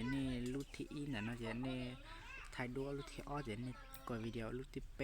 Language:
Hmong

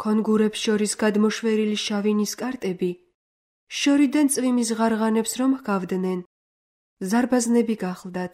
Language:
Georgian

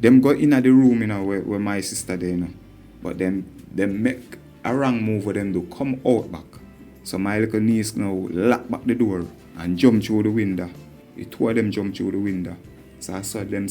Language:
Jamaican Creole English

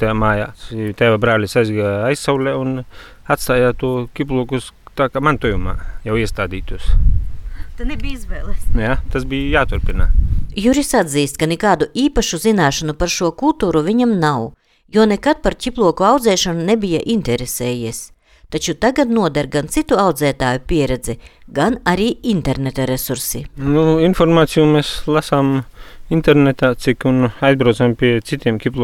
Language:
Latvian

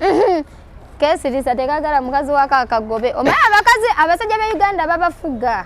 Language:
Ganda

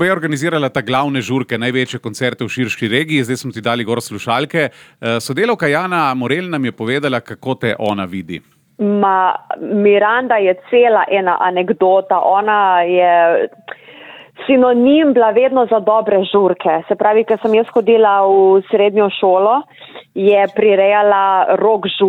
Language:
Slovenian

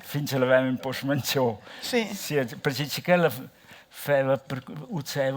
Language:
Romansh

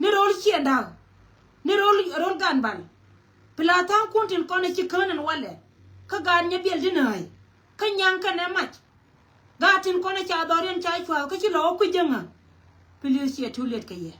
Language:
Nuer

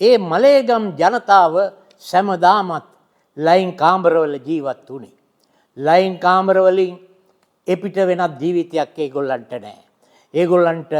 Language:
Sinhala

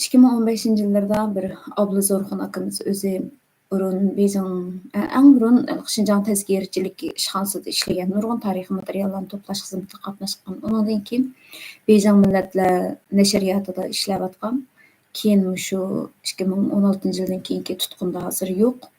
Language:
Uyghur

